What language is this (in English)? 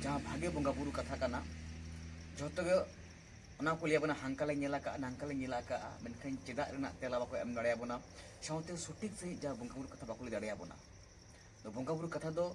Santali